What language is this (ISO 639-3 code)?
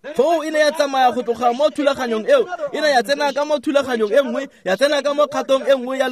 tsn